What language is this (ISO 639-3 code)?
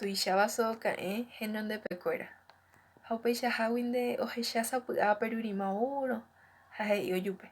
grn